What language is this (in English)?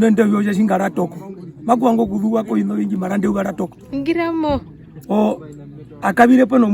Herero